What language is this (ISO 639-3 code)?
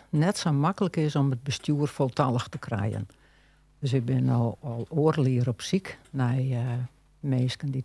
fry